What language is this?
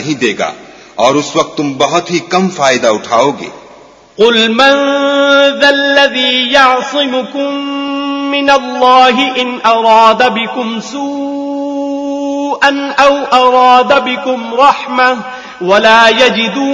Urdu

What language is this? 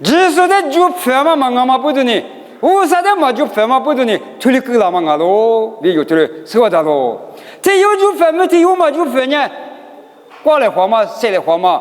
Lisu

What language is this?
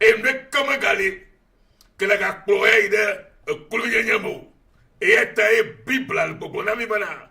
Ewe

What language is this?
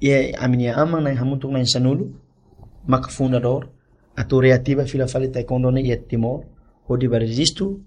Tetum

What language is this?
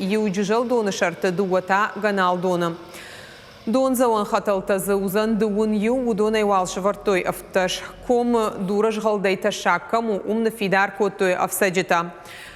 Ossetic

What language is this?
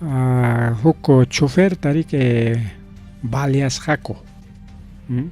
Ayacucho Quechua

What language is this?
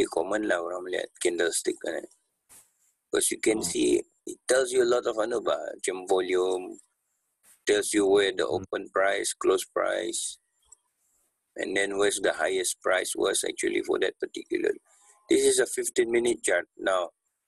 Malay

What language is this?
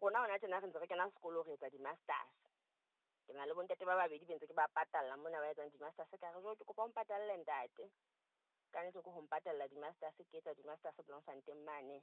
Southern Sotho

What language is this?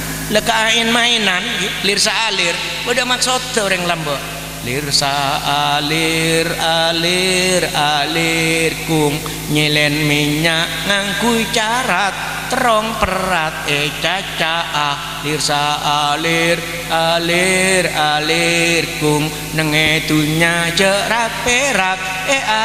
Madurese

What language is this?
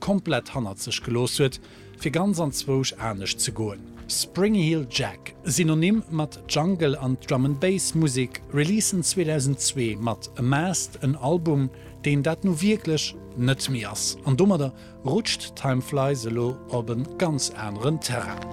Luxembourgish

